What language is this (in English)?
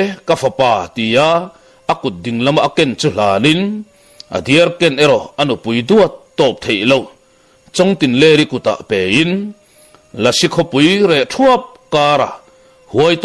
Mizo